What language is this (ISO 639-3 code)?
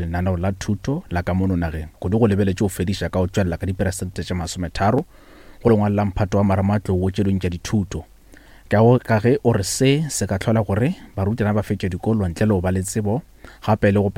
nso